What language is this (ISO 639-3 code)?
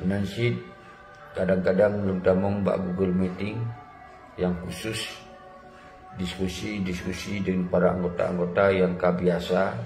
ace